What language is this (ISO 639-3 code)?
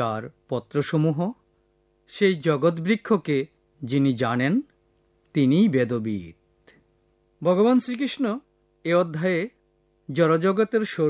ben